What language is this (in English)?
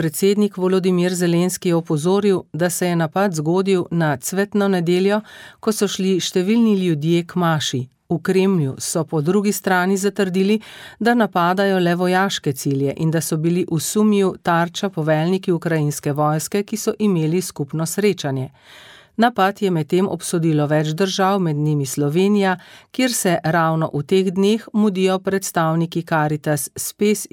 Slovenian